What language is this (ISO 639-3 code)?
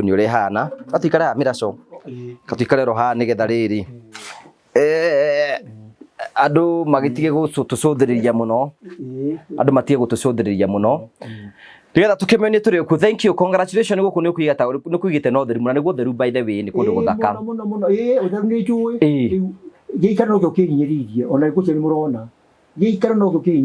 kik